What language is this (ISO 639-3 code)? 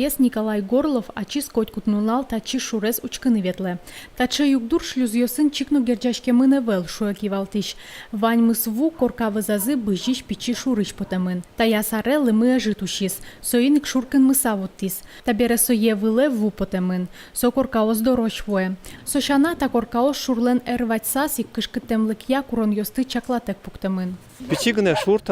udm